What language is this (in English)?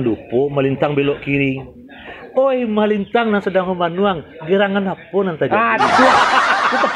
Minangkabau